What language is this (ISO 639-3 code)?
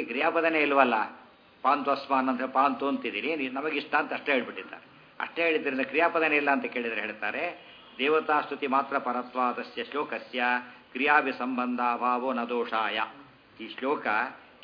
kan